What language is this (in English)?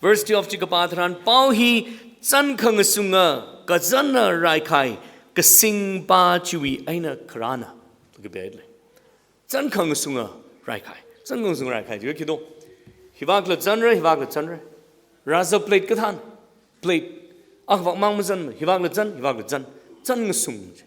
Tangkhul Naga (India)